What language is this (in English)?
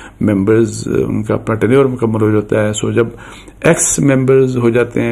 Urdu